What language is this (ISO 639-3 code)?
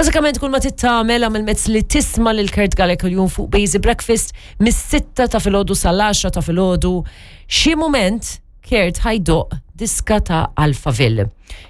mlt